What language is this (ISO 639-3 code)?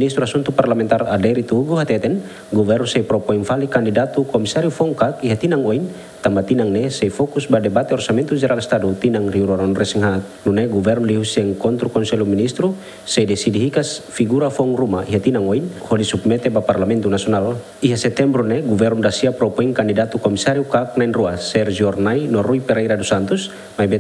tet